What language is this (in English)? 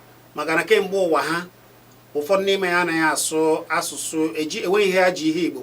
Igbo